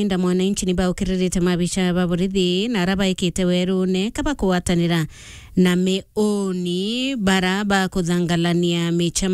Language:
Meru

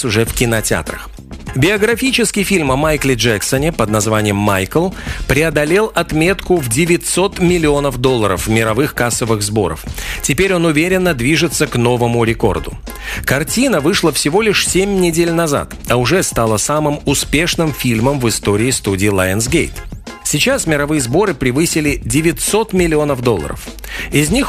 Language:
Russian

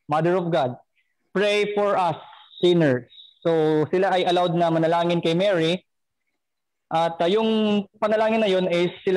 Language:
Filipino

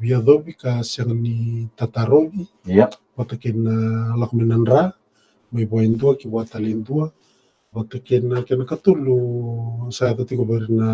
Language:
Fijian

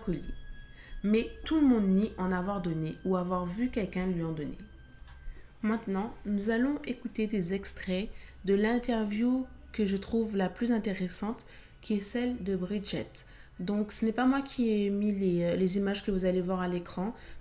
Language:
French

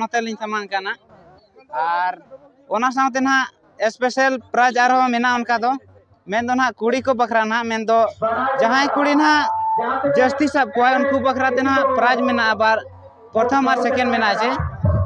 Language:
Santali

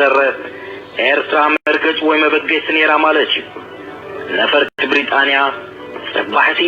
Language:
Tigrinya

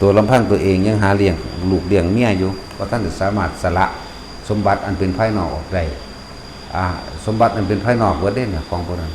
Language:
Northeastern Thai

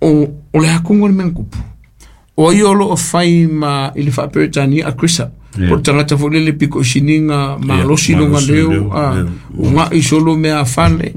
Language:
Samoan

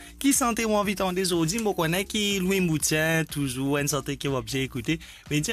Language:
Morisyen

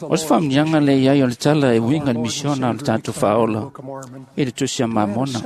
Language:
Samoan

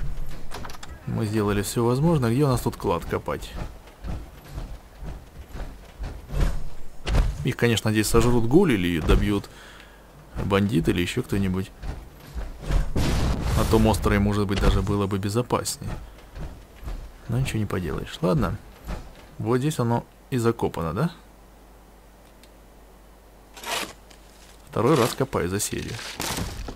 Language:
Russian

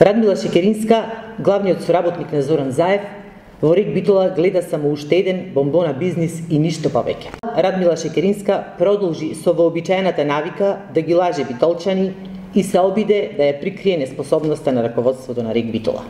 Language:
Macedonian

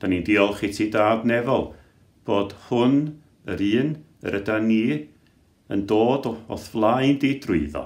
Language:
Welsh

